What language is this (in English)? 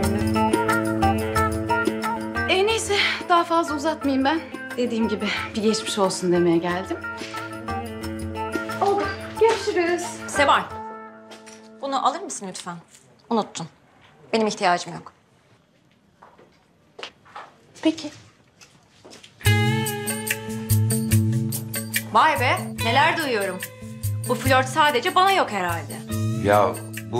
Turkish